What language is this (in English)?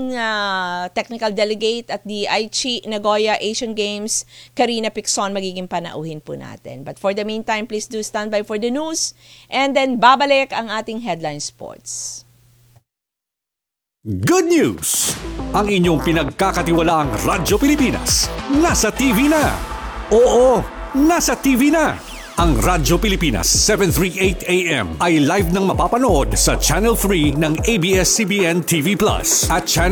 Filipino